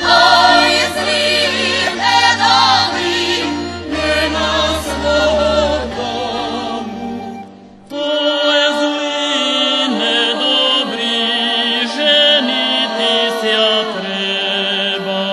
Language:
Rusyn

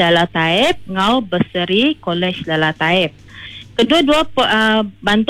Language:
Iban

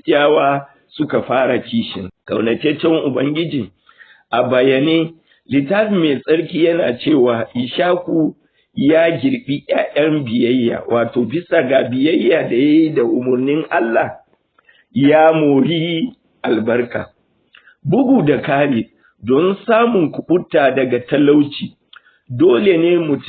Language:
Hausa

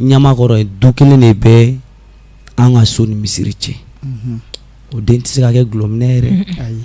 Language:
Bambara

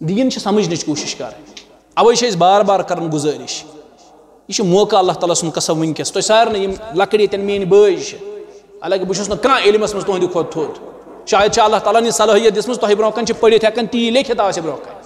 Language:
Kashmiri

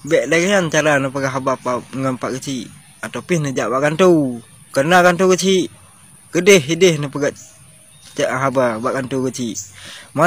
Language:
Achinese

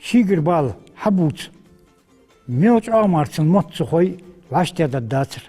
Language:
Ingush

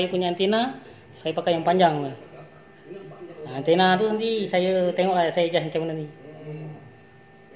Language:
Malay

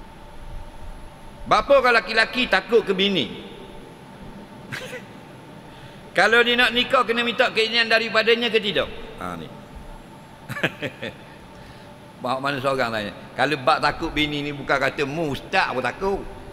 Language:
Malay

